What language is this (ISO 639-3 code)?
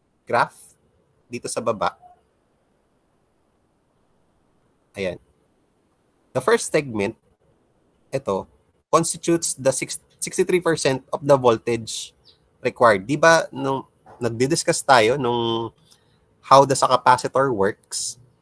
fil